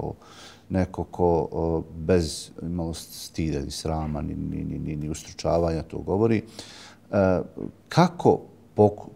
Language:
Bosnian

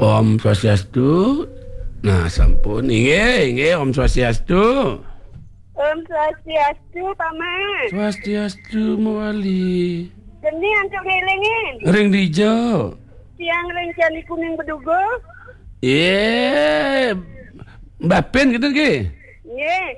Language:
Balinese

